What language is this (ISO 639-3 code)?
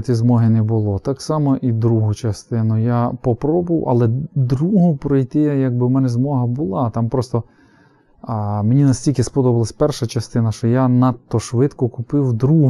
ukr